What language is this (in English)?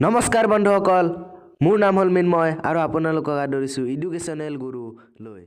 Assamese